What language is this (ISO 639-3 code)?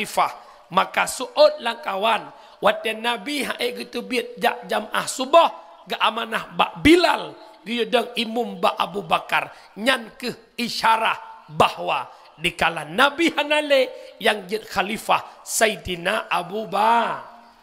ace